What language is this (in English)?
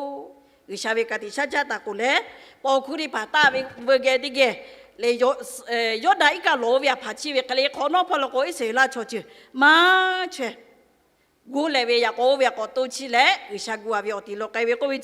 Lahu